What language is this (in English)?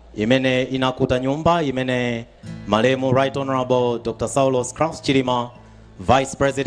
Nyanja